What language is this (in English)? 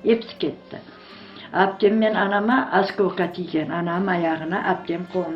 Crimean Tatar